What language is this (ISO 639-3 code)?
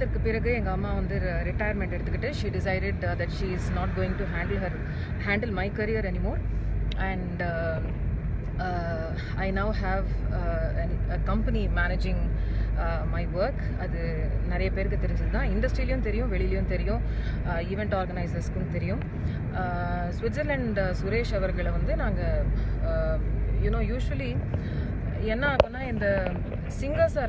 tam